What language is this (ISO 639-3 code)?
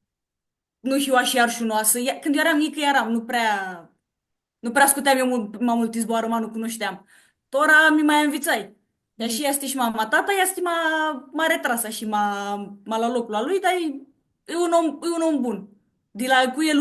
rup